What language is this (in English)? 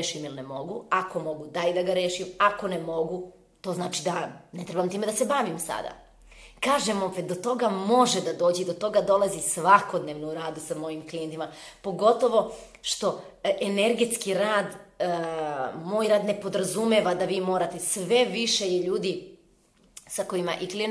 Serbian